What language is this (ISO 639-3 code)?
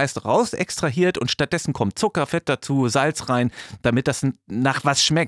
deu